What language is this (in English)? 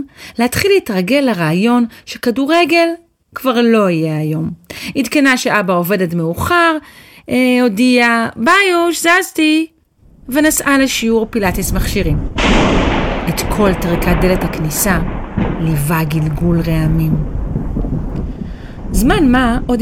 Hebrew